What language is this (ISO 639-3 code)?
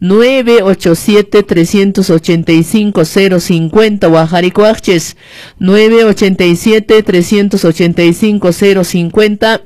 que